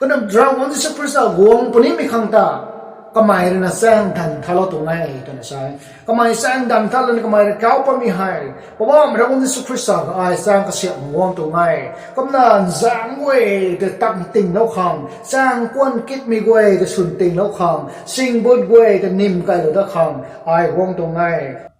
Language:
Rongmei Naga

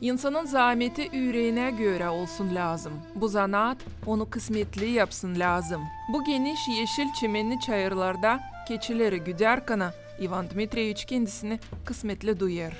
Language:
Gagauz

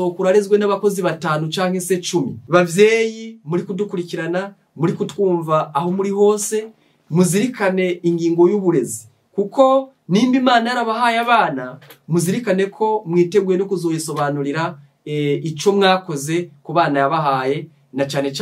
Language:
Rundi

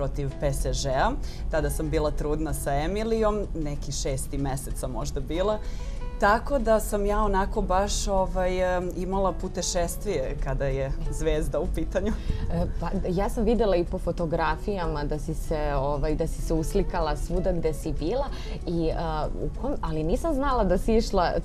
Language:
Serbian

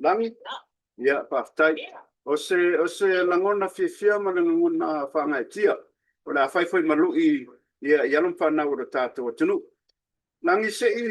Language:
Samoan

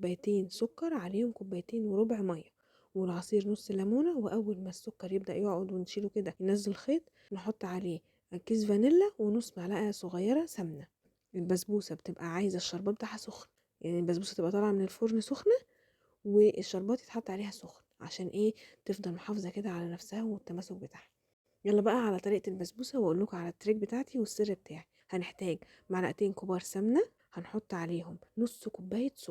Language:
Egyptian Arabic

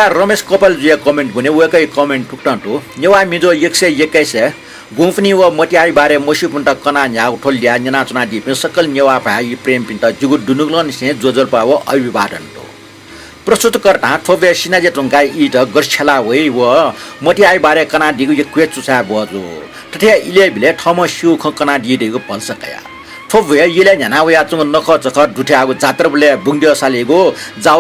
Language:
Newari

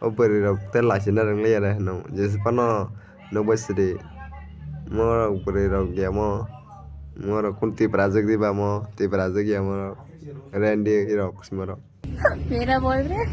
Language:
Kok Borok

